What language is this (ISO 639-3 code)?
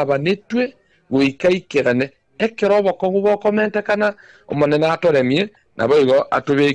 guz